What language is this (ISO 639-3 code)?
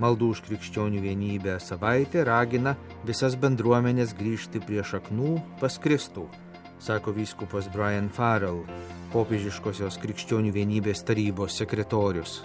lit